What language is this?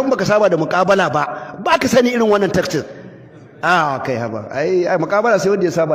Hausa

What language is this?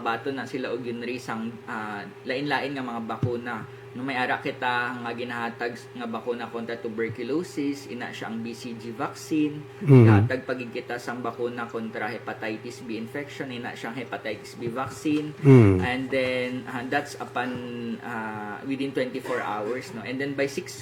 Hiligaynon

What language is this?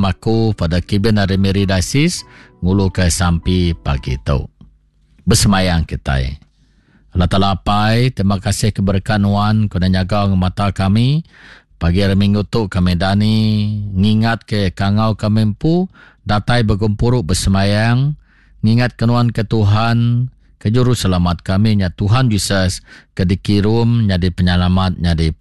Iban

